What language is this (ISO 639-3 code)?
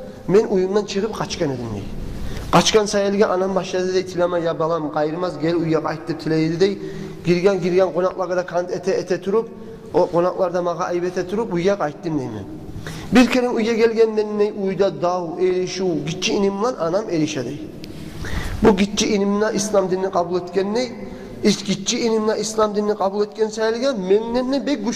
kum